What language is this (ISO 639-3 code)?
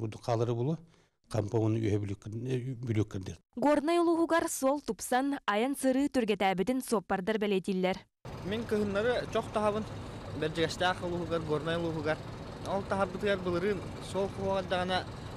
sah